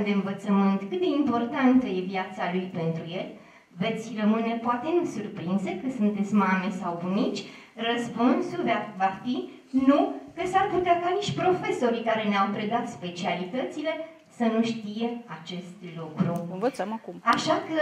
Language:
Romanian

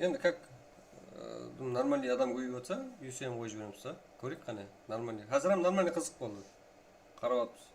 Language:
Kara-Kalpak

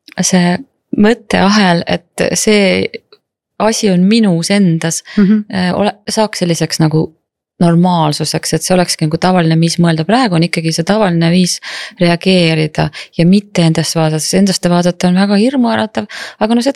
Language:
Estonian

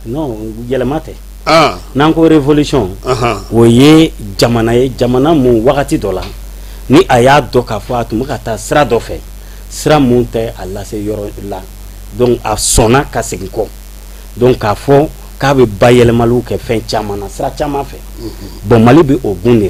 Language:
Bambara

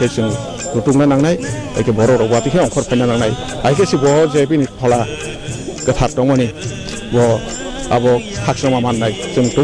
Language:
Kok Borok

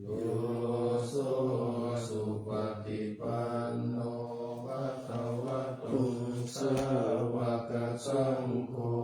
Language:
Pali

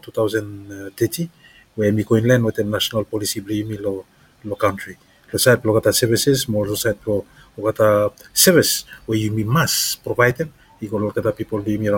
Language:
Bislama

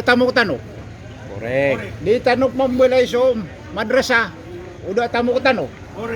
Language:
Maranao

